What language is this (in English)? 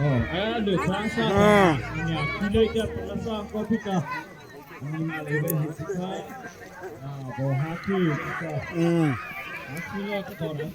Mara Chin